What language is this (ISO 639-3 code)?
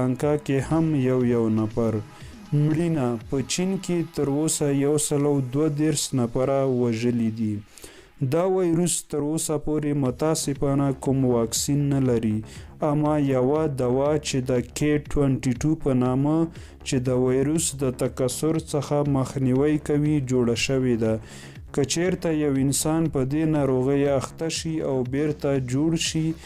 pus